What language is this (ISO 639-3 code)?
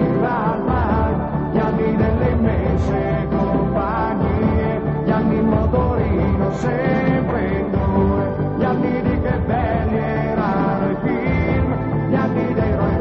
ita